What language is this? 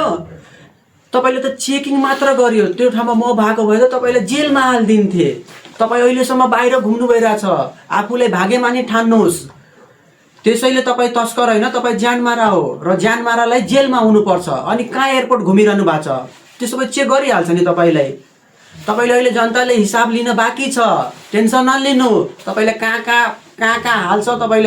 Nepali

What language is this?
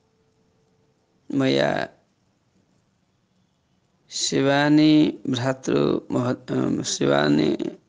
Sanskrit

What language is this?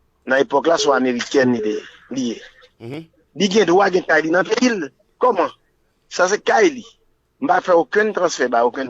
Haitian Creole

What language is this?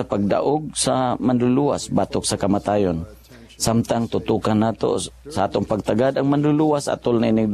Cebuano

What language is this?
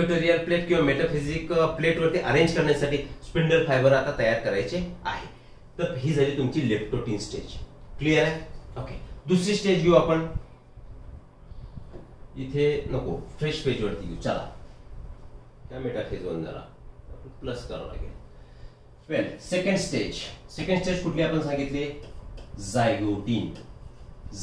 Marathi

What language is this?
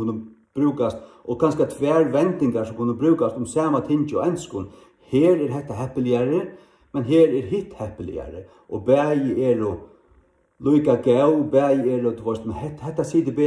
Faroese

